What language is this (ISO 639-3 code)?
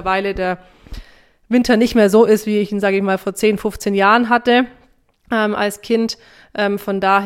deu